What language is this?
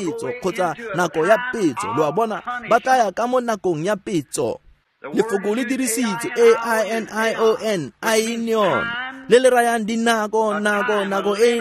Tswana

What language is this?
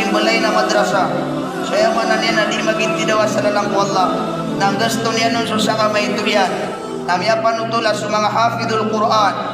Maranao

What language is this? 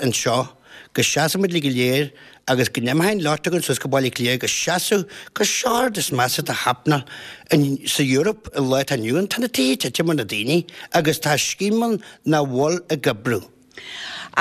Irish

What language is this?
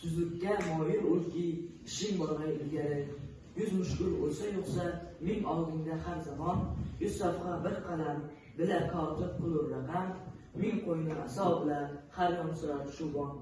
Uzbek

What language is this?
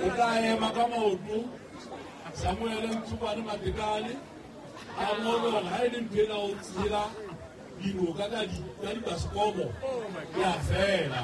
Southern Sotho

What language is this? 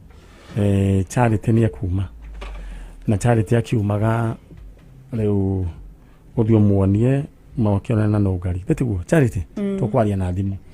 Kikuyu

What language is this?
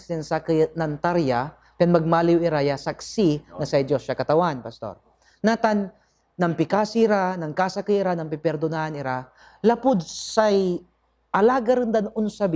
Pangasinan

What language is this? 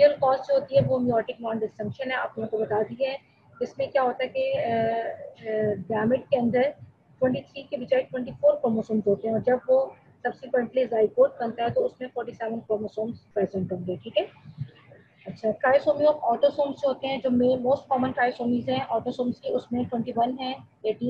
Hindi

